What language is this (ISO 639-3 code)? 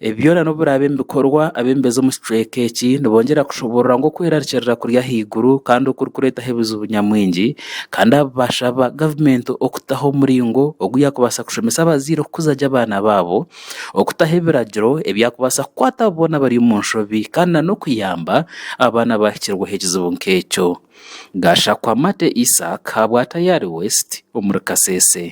nyn